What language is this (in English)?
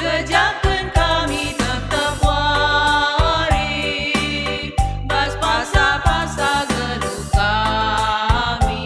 Batak Karo